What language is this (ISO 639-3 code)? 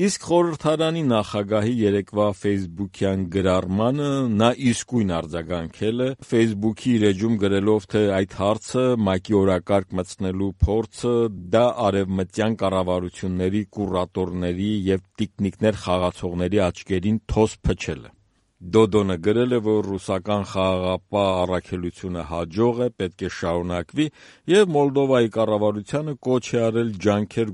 hye